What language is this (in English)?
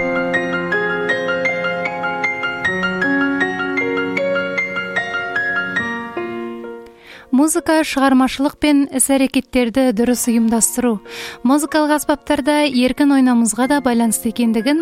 Kazakh